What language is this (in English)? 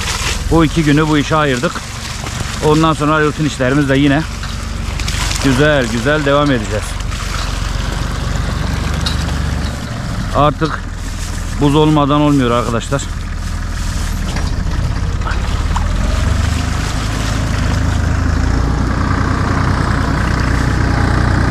Turkish